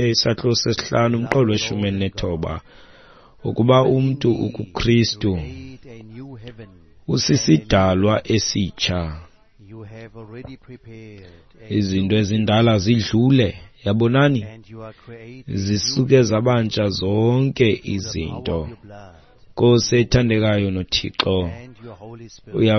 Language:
Xhosa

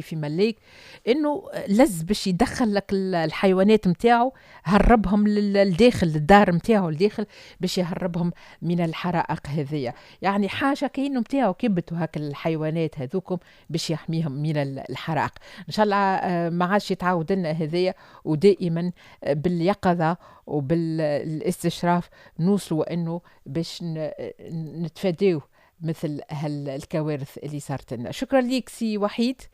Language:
Tunisian Arabic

